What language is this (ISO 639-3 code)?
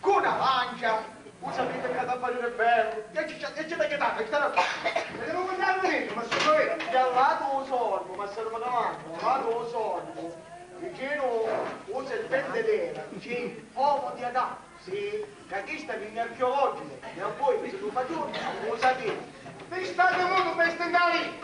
scn